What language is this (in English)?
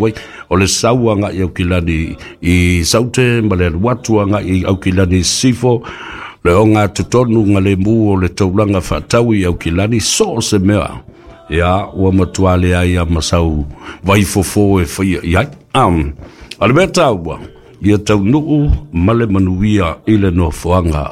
Samoan